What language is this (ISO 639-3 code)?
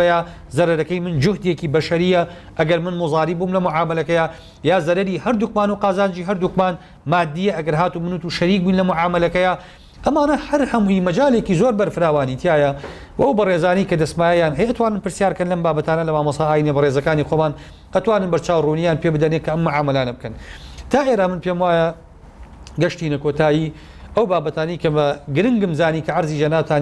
ckb